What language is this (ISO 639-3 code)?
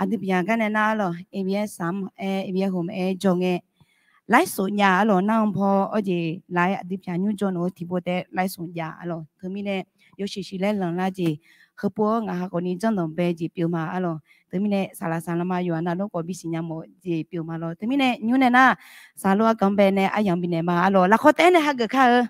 ahk